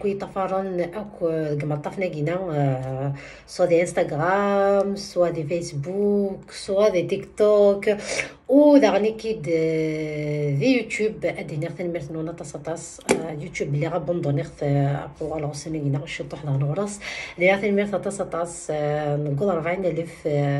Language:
Kabyle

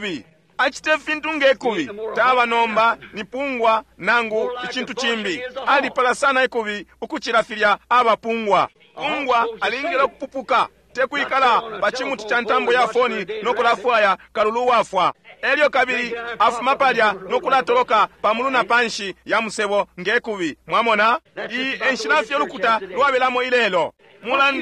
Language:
Bemba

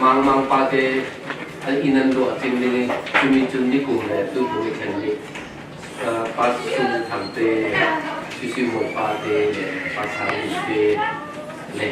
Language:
Falam Chin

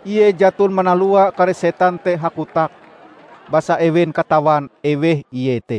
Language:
Ngaju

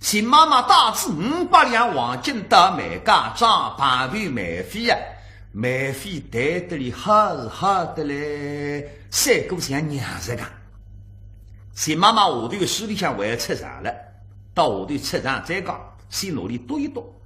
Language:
Wu Chinese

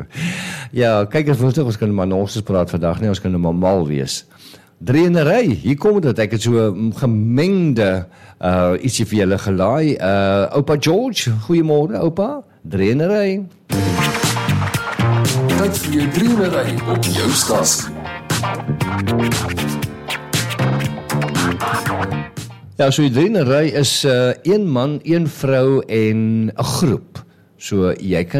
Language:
Afrikaans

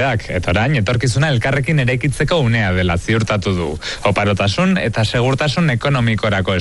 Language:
Basque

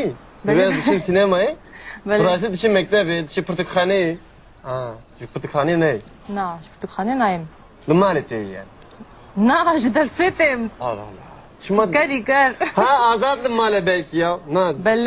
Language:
Kurdish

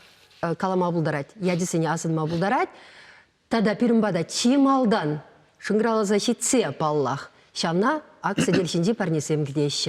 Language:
Chuvash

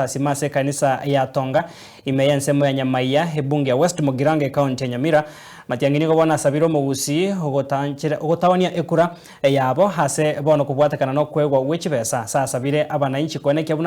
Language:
Gusii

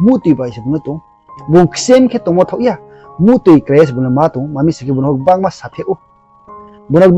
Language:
Riang (India)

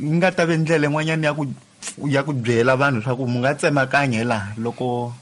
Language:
Tsonga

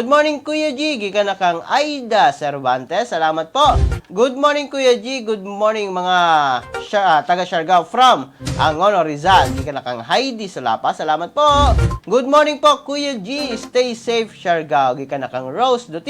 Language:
Cebuano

